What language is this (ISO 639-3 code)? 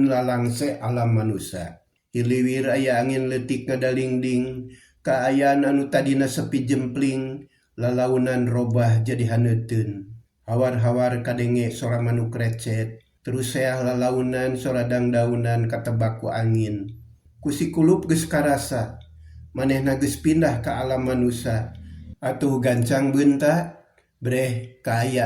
sun